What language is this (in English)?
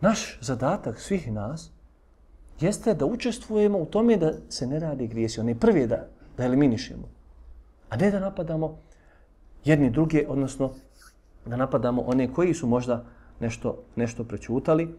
Bosnian